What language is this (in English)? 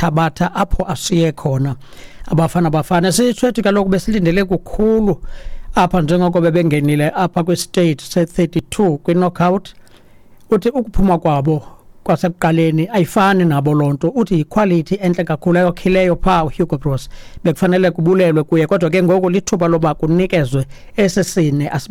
Xhosa